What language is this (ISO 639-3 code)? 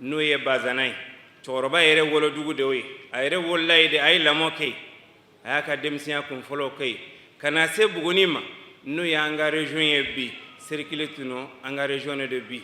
bam